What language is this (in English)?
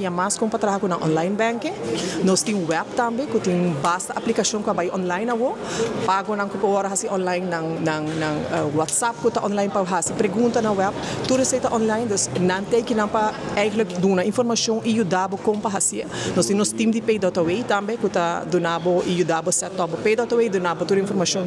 Papiamento